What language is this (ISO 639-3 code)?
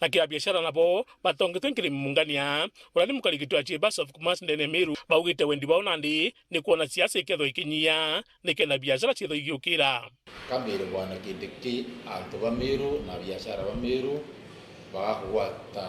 mer